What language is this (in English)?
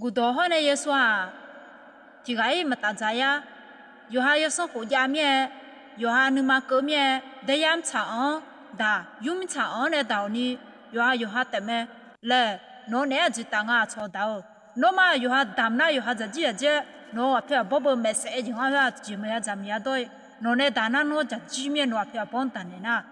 Akha